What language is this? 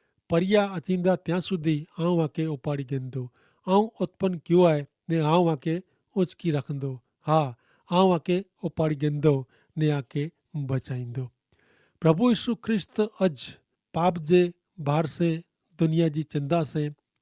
Kachhi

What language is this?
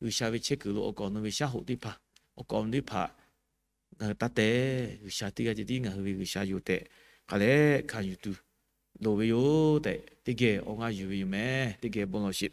Lahu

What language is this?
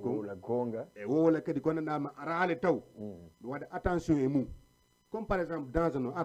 Fula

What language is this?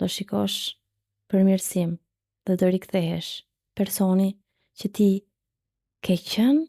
Albanian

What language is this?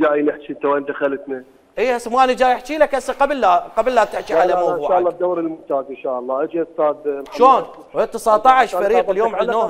Mesopotamian Arabic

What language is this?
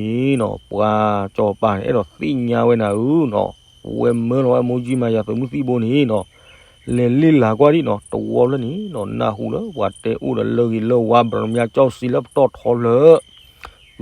S'gaw Karen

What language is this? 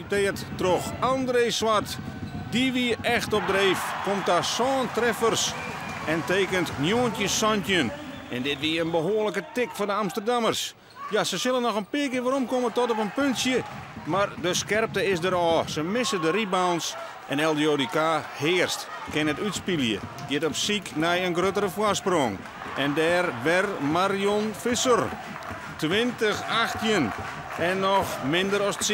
Western Frisian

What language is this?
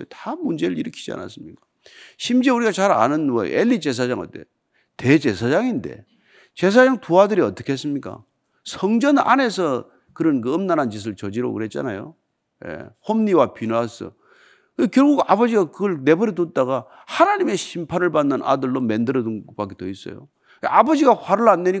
Korean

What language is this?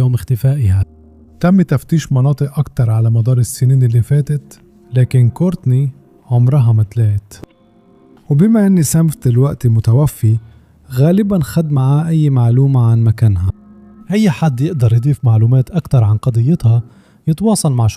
Egyptian Arabic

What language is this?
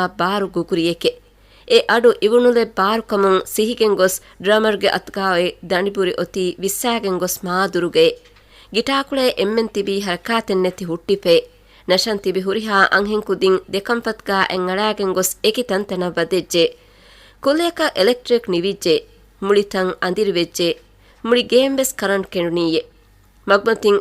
Divehi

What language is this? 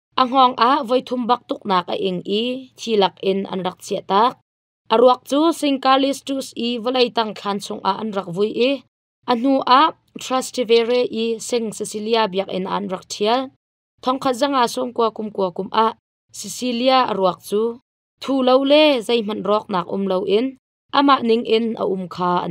Hakha Chin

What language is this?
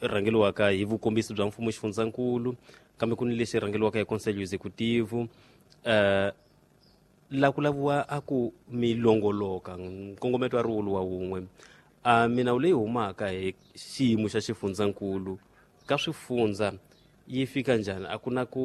Tsonga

